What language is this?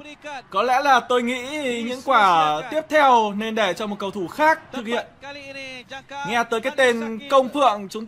Vietnamese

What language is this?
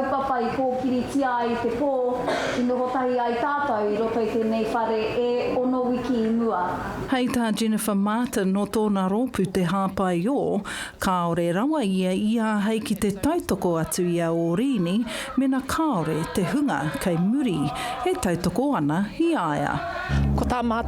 Māori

